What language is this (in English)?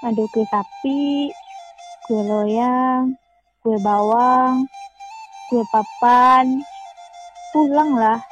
Minangkabau